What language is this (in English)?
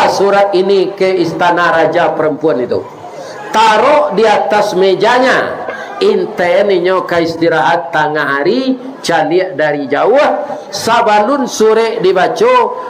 Minangkabau